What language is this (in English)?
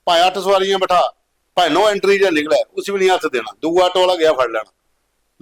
Dogri